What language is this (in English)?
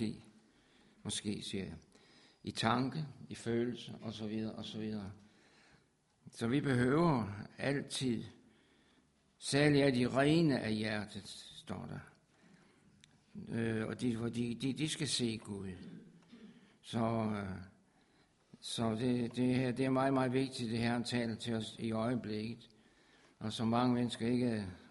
Danish